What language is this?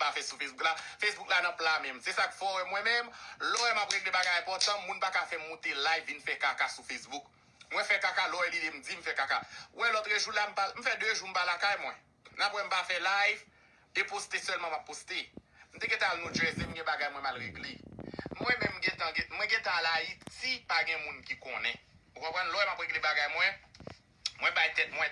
Haitian Creole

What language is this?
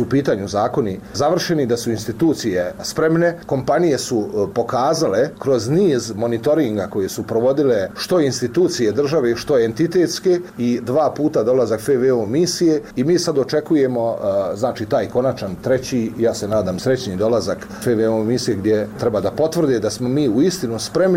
Bosnian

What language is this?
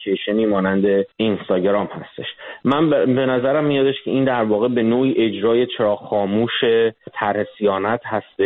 Persian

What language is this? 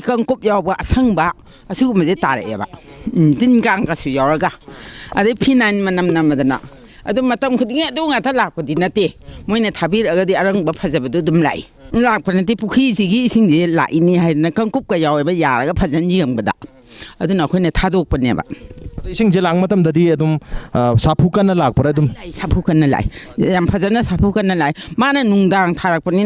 Manipuri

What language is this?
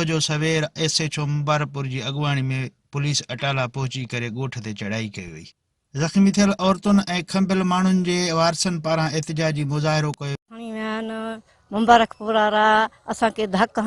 Sindhi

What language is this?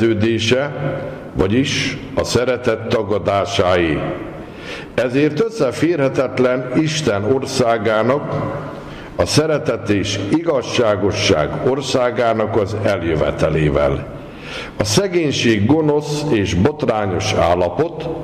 Hungarian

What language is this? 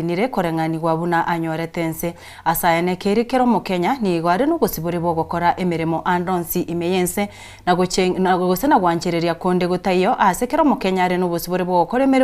Gusii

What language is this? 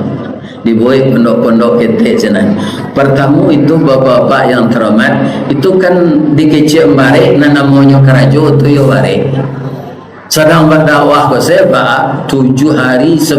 Minangkabau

